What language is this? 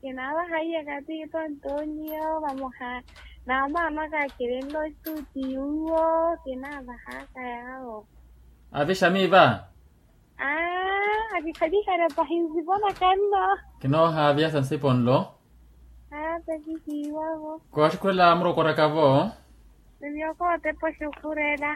Makhuwa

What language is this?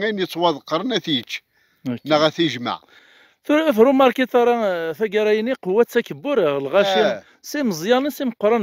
Kabyle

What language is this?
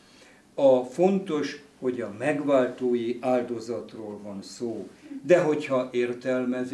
Hungarian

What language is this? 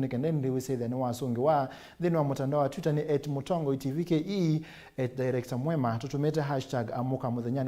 Kamba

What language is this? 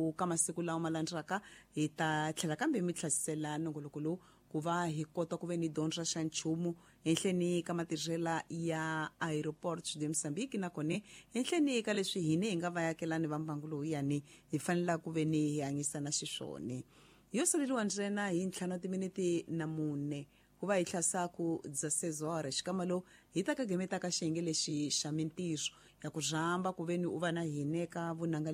Tsonga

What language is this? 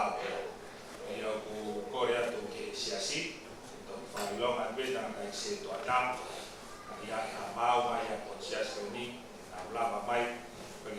Tongan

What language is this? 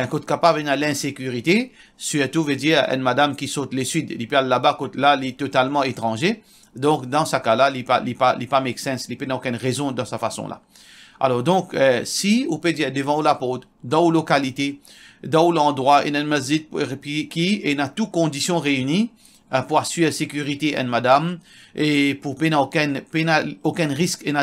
Morisyen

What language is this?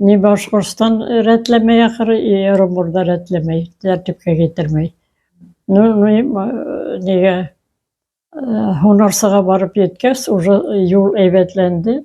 Bashkir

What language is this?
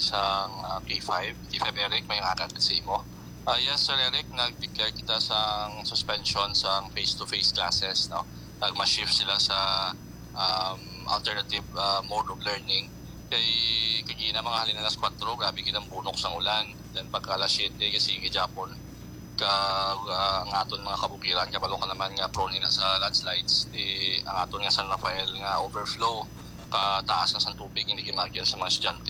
Hiligaynon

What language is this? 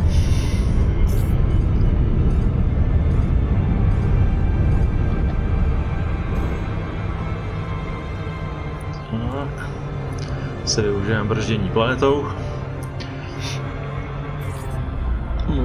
Czech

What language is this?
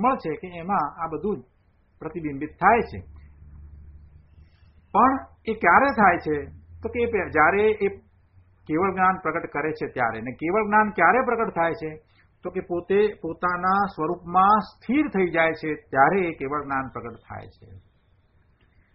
Gujarati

